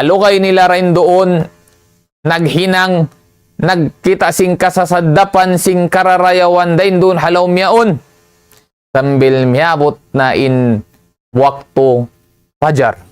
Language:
Tausug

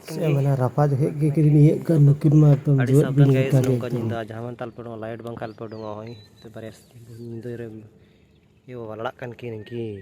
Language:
Santali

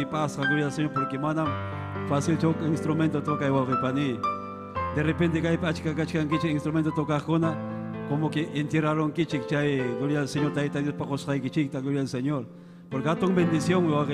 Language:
Ayacucho Quechua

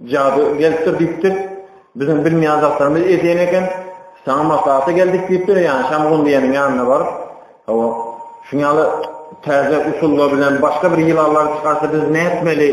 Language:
Turkmen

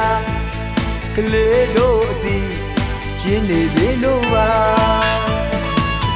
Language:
Burmese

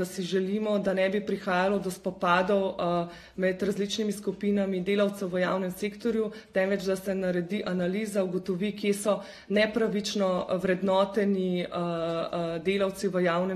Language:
Slovenian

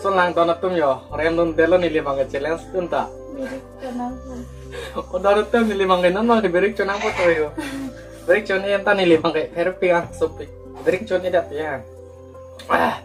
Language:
Karbi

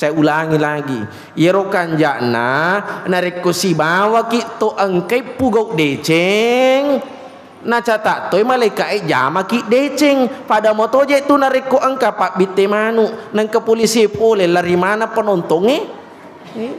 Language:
Buginese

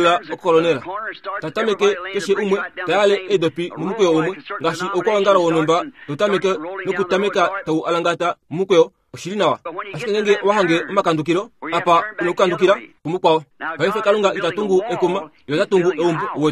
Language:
Kuanyama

